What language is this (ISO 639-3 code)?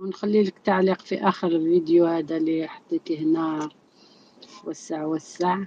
arq